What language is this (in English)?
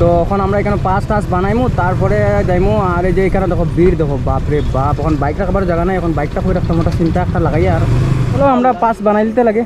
Sylheti